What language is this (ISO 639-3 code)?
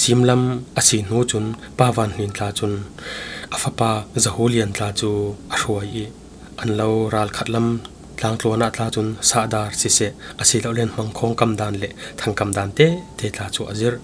cfm